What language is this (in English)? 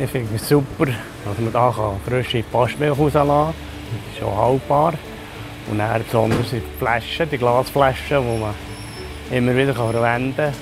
Swiss German